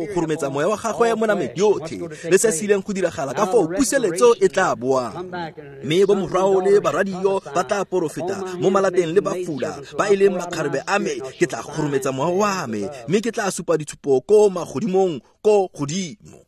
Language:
Tswana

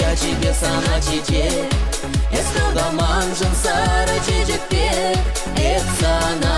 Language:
Chuvash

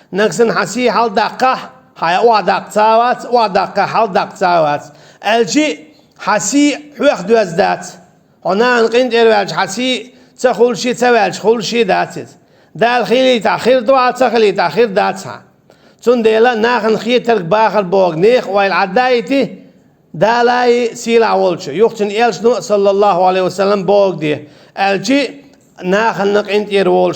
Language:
Chechen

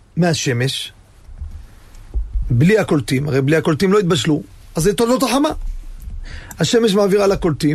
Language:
Hebrew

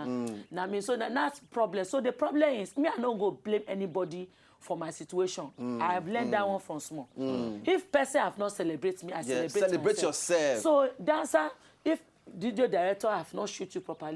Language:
Nigerian Pidgin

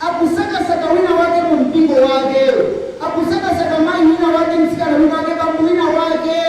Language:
Nyanja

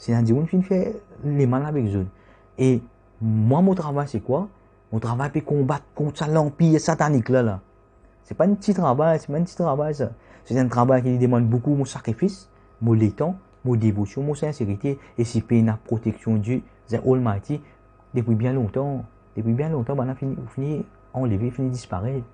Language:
Morisyen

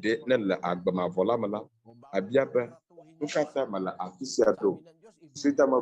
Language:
Ewe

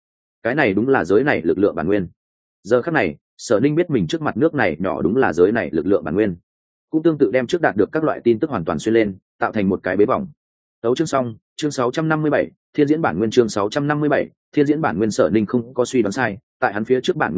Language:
Vietnamese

